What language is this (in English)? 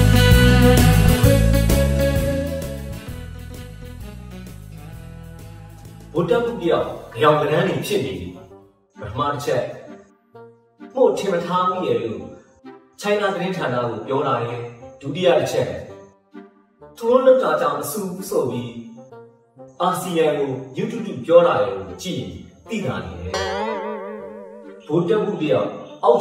Burmese